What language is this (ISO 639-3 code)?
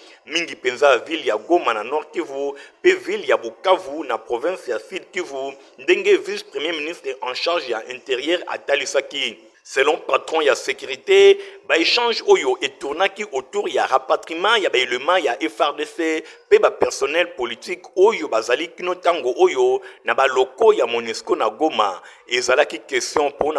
lin